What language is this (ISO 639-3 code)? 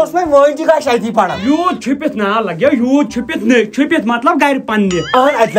kas